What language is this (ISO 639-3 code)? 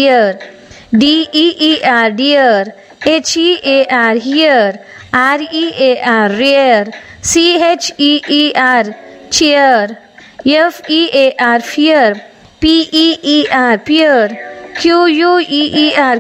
kan